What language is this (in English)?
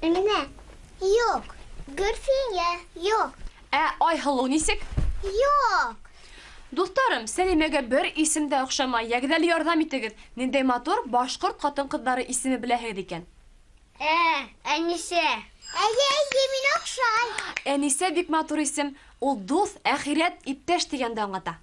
Bashkir